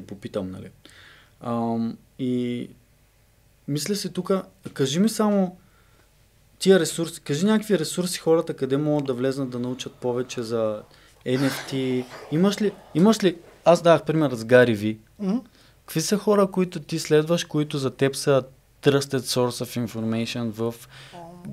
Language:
Bulgarian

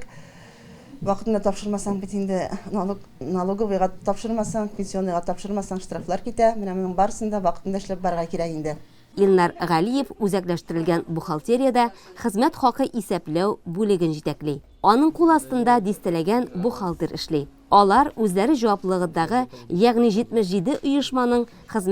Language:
Tatar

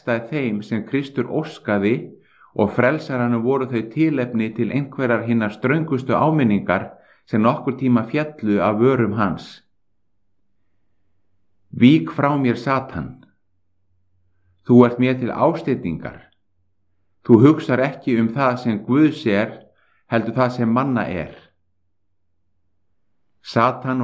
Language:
Icelandic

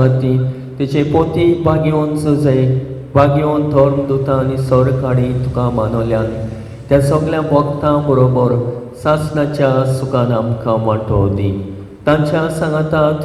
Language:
Konkani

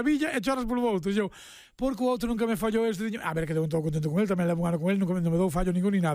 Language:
Galician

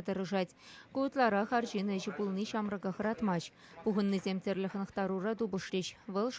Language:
Chuvash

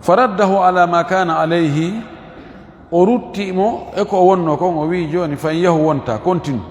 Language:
Fula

